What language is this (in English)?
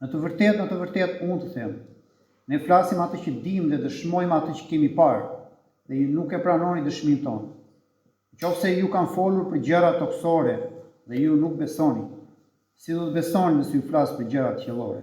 Albanian